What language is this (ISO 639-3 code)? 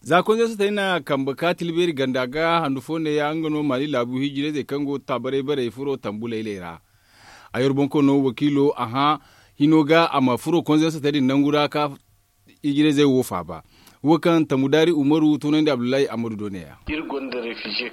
dje